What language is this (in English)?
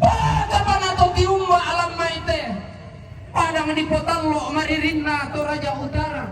Toraja-Sa'dan